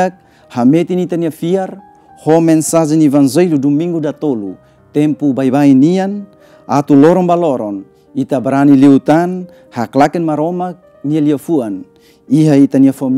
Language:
Tetum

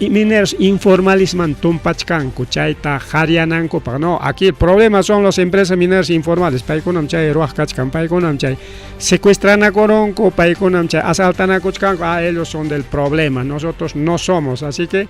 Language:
Ayacucho Quechua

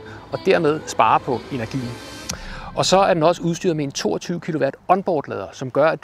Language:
Danish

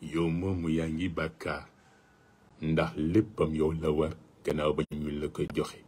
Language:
Wolof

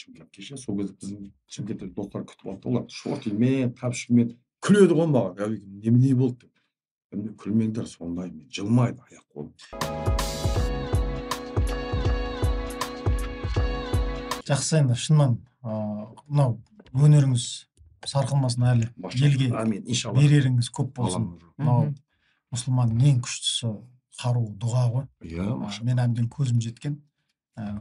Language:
Kazakh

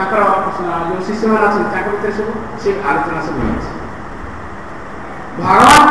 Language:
Odia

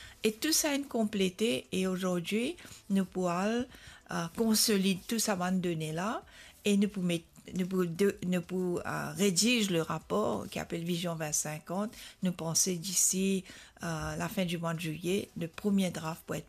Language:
Morisyen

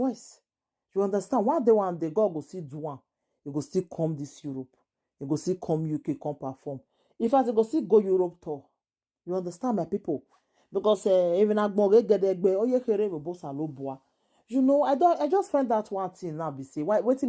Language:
Nigerian Pidgin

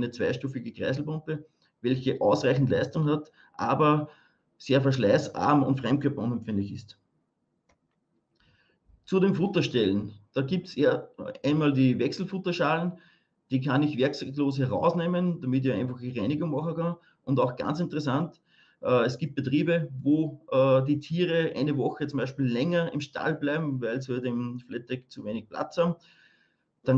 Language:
German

